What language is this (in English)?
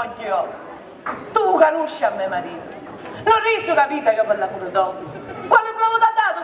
Sicilian